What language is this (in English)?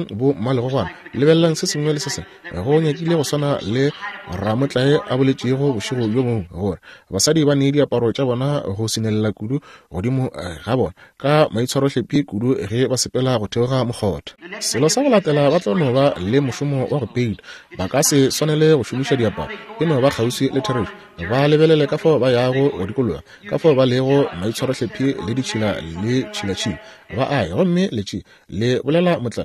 Northern Sotho